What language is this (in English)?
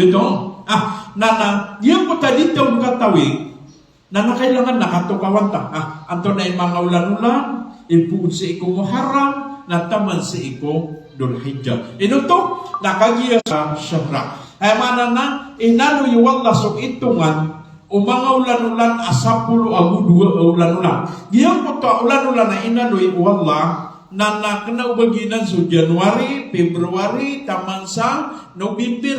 Maranao